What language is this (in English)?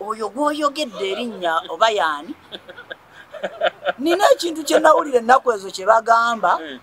Ganda